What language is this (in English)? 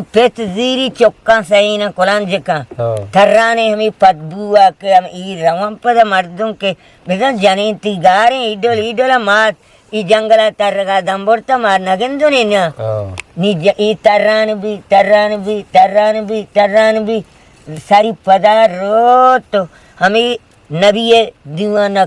Eastern Balochi